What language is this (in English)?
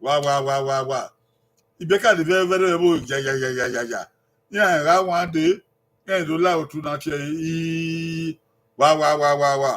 Bini